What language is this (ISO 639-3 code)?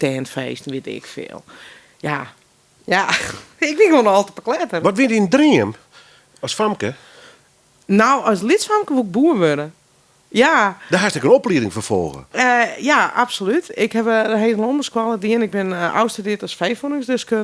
fry